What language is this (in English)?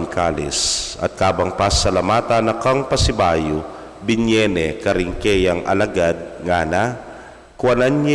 Pampanga